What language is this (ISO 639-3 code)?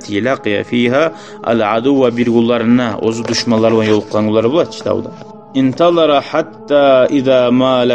kum